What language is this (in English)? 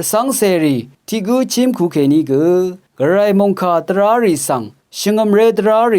Rawang